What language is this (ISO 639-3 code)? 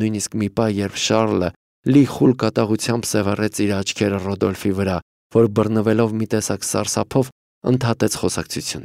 hye